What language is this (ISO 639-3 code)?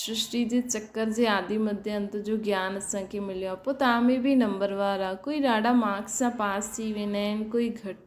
snd